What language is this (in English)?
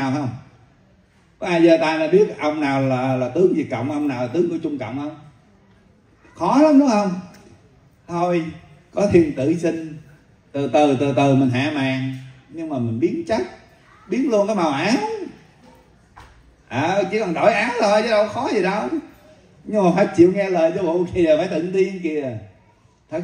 Vietnamese